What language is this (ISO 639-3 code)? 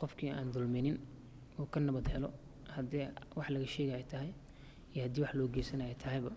som